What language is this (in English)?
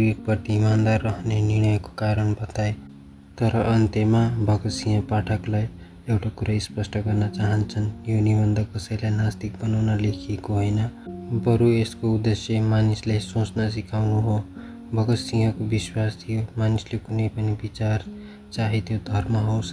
Nepali